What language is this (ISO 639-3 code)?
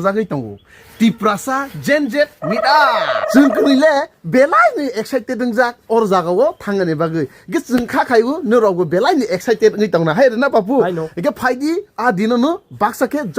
trp